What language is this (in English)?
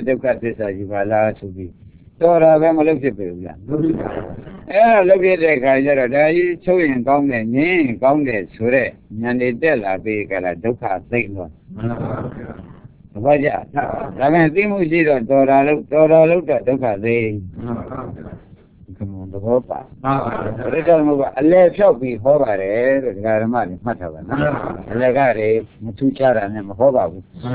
Burmese